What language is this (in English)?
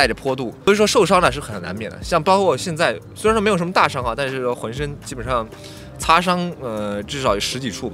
Chinese